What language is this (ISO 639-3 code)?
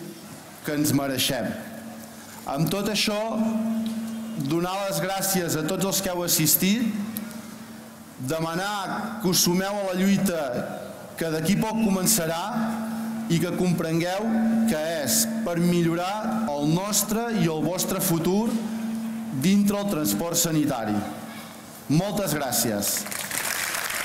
cat